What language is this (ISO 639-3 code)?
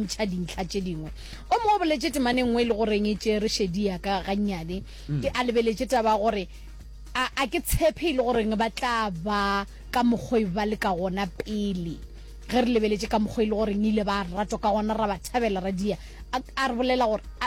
nso